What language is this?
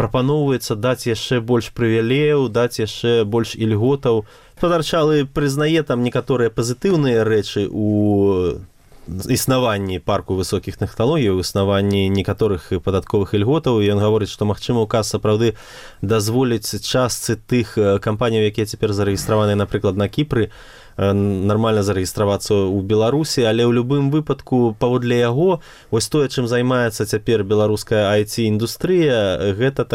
Belarusian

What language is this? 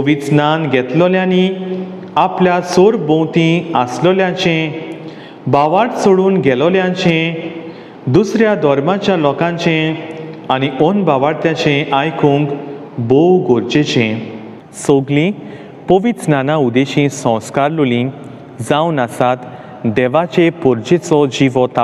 Konkani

